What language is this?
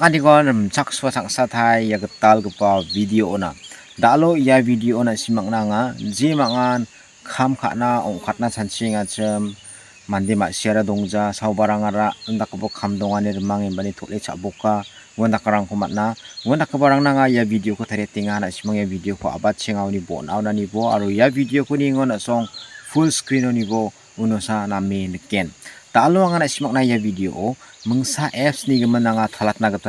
Garo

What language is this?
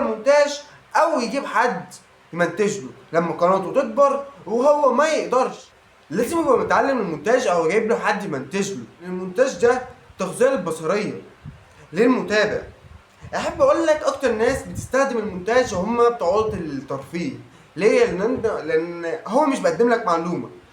Egyptian Arabic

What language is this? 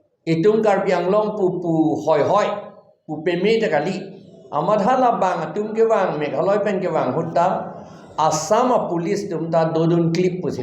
Karbi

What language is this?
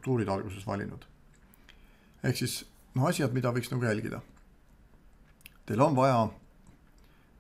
Estonian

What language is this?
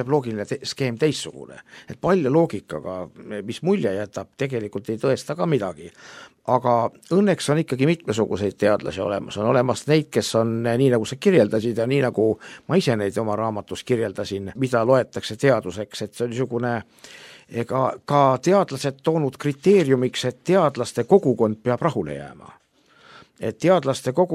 Estonian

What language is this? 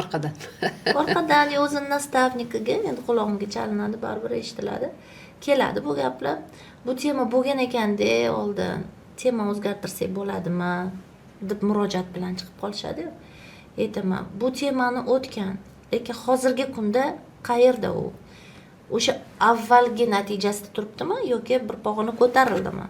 Uzbek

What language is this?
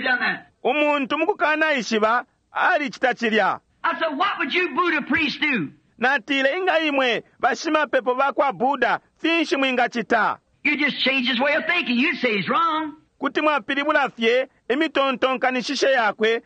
Bemba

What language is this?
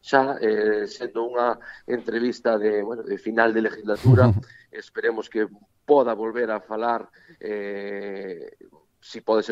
Galician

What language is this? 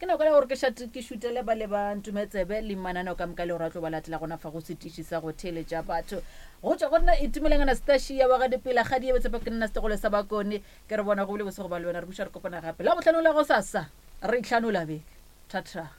Northern Sotho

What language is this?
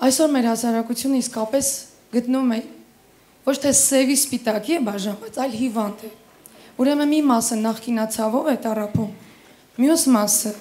Armenian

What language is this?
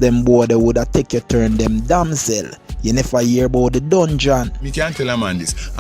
Jamaican Creole English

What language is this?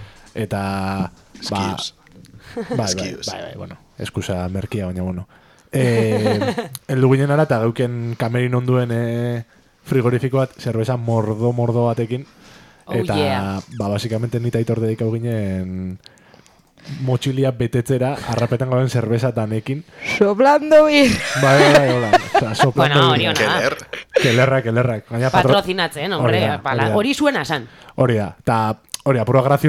Basque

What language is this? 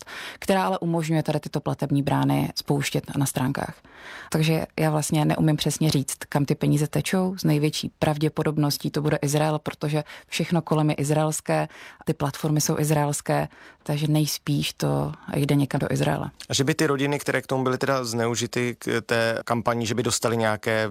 Czech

